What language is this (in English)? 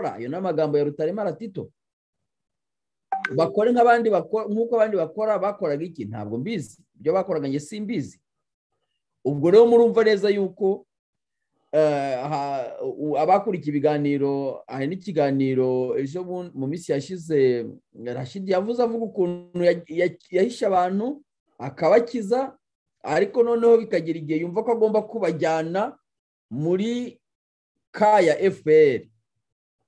Kinyarwanda